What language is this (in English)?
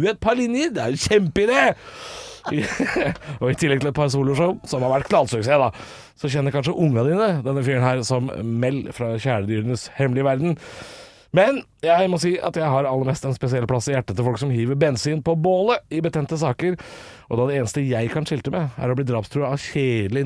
Norwegian